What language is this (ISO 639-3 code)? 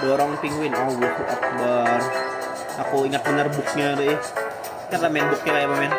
bjn